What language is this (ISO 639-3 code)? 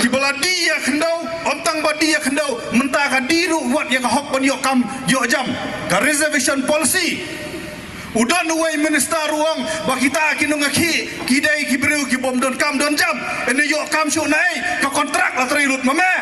kha